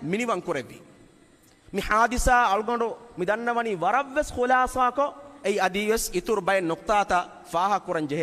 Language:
Divehi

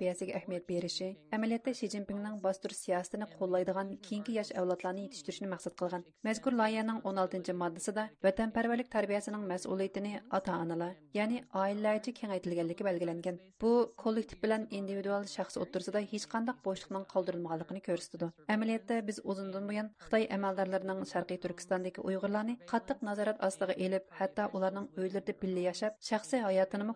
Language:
Uyghur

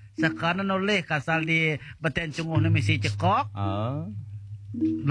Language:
Balinese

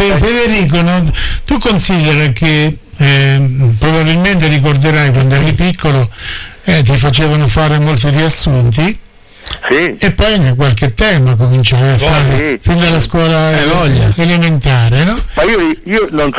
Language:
Italian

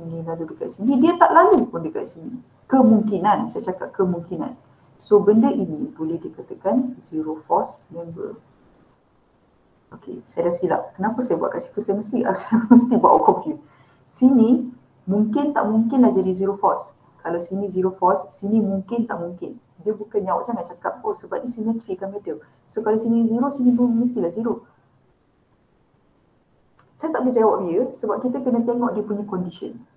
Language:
Malay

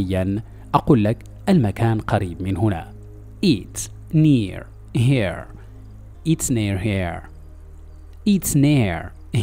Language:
Arabic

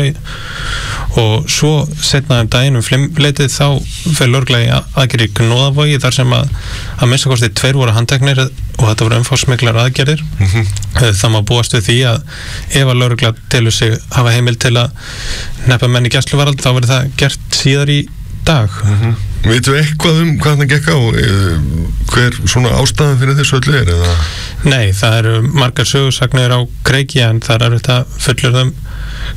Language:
Icelandic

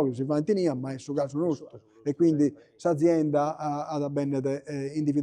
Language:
Sardinian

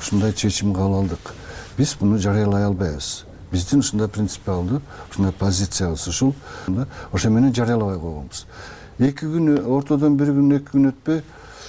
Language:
Kyrgyz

